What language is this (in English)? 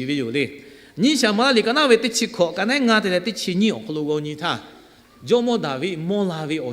Lahu